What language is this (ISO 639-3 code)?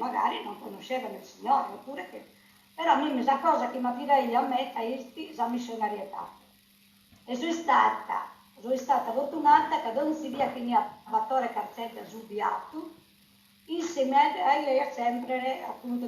srd